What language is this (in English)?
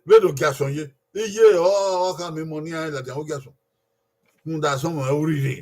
Bini